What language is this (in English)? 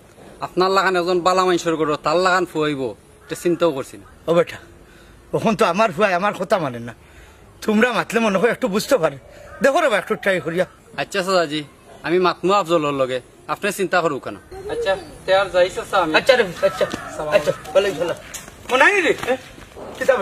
Sylheti